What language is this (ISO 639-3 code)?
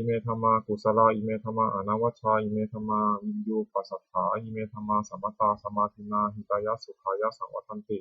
pli